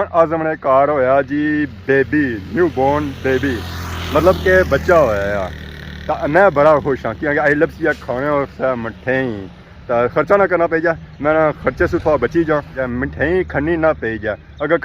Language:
Pahari-Potwari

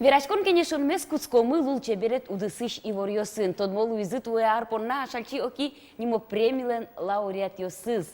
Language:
Udmurt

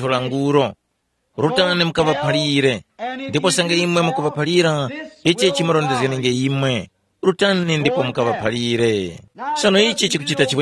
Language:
Tumbuka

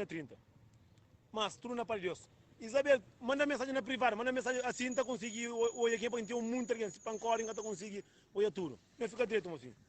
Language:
Kabuverdianu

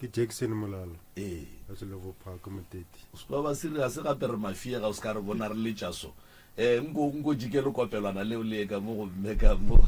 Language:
Northern Sotho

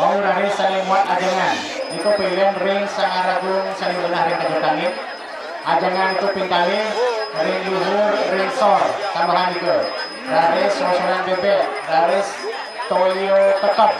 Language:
Balinese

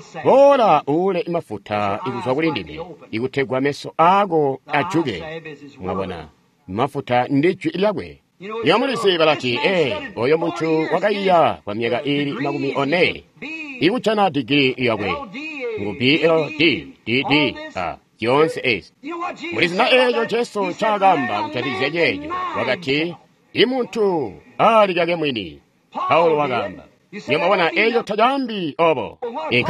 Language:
Tonga (Zambia)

